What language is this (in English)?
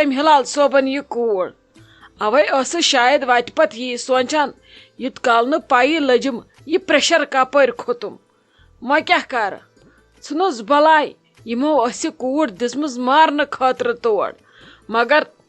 Kashmiri